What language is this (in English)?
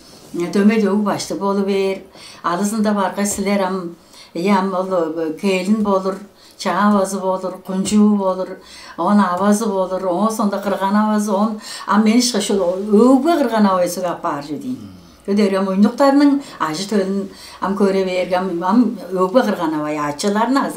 Tuvinian